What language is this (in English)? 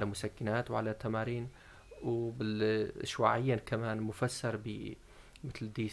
North Levantine Arabic